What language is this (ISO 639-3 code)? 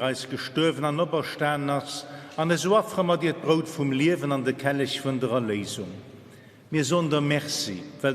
ltz